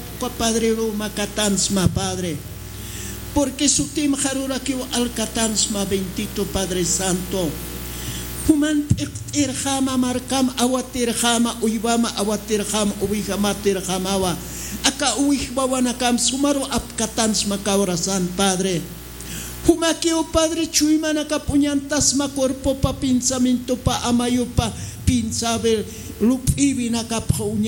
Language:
Aymara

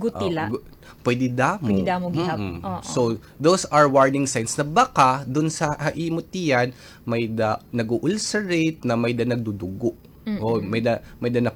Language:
Waray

